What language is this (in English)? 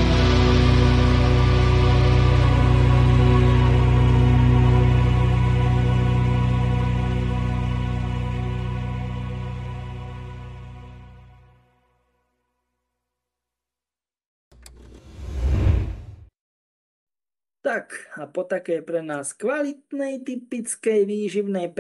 Slovak